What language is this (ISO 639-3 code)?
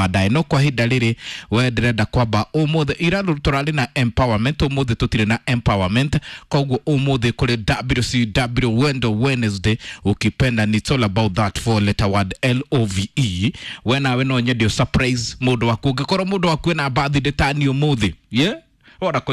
kik